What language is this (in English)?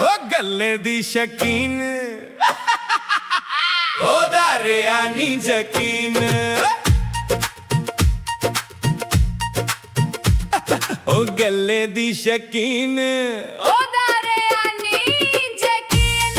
Dogri